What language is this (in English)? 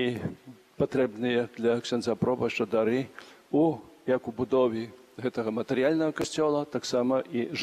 Belarusian